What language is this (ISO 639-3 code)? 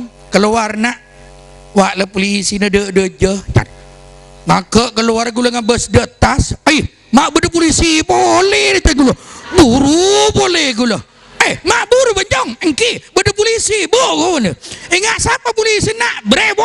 mad